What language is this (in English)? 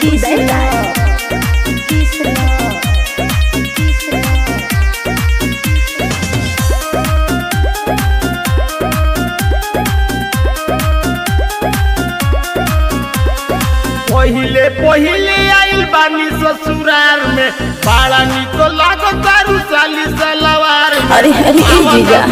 Bhojpuri